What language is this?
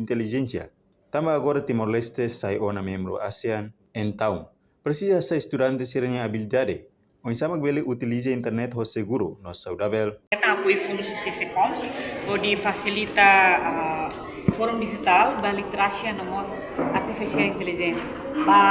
Tetum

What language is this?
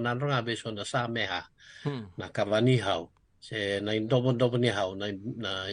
Fijian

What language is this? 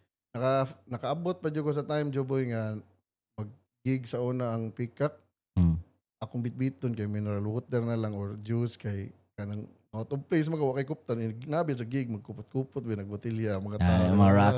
Cebuano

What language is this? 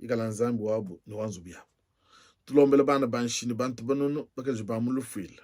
Luba-Lulua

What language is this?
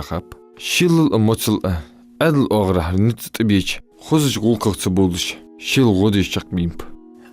Ingush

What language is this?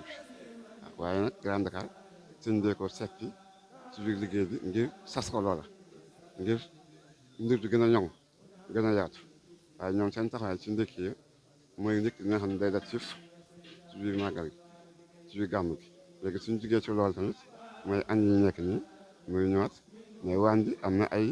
Wolof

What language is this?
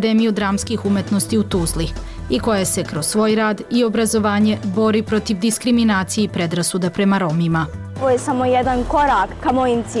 Bosnian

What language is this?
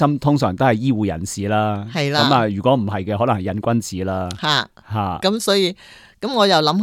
Cantonese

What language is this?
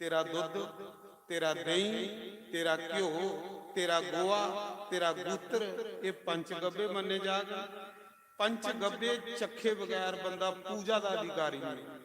Dogri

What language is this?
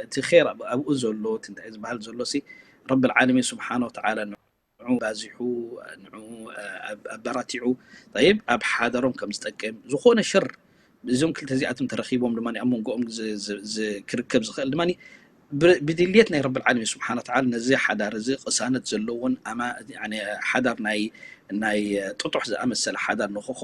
Tigrinya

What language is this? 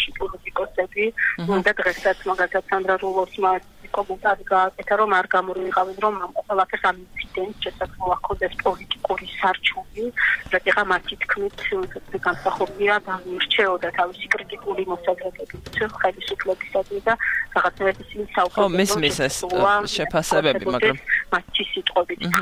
Georgian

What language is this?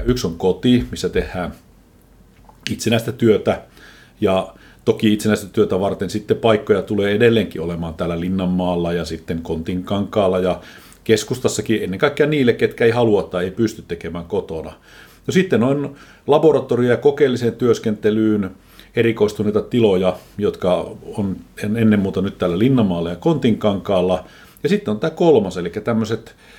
Finnish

